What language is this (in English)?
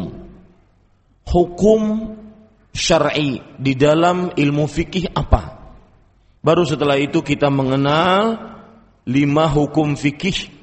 Indonesian